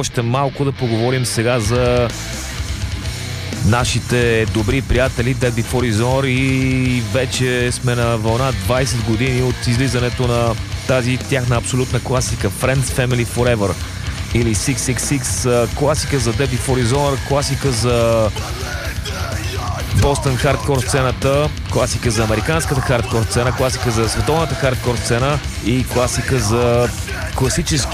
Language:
Bulgarian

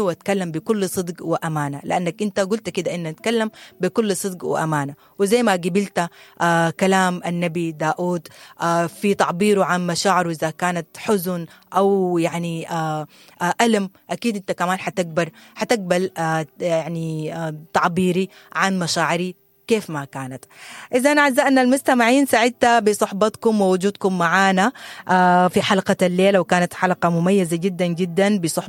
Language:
Sudanese Arabic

